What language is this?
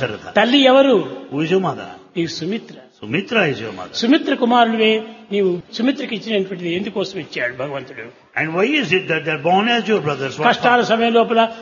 Telugu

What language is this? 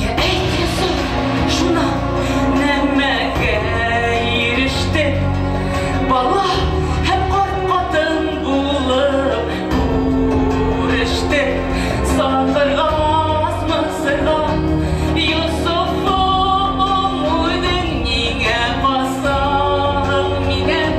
Bashkir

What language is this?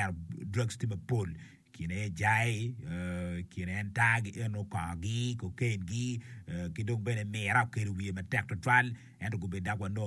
Acoli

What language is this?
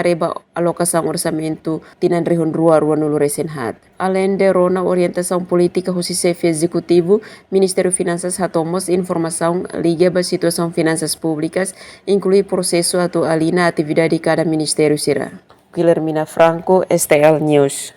Tetum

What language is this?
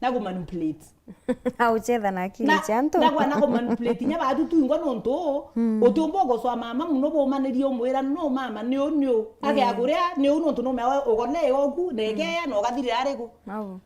Meru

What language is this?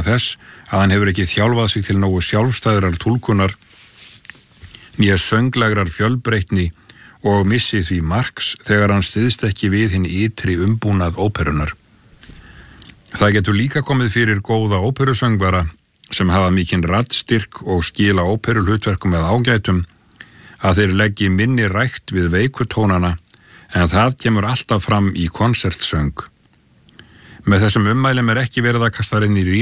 Icelandic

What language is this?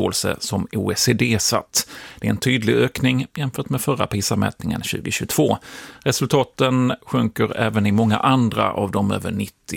Swedish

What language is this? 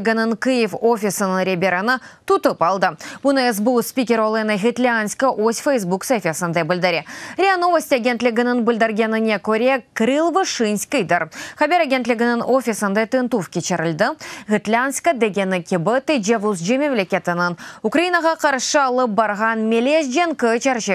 Crimean Tatar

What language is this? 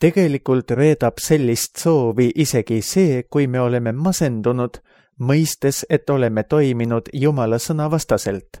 Estonian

